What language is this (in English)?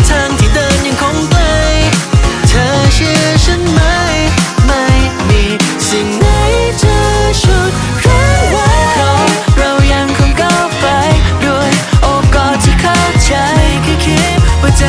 Thai